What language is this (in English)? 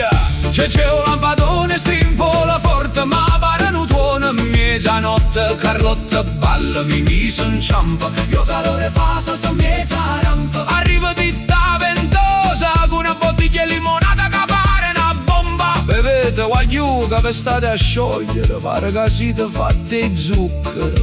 Neapolitan